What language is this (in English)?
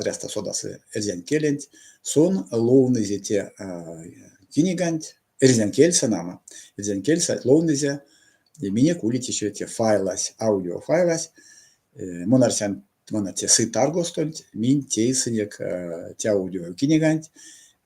Erzya